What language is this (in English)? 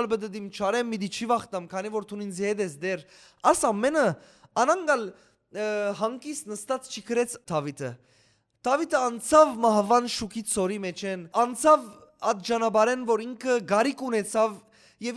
Western Armenian